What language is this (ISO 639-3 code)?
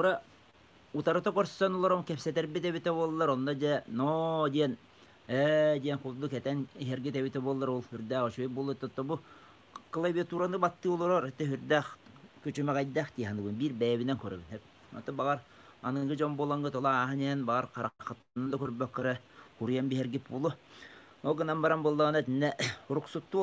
sah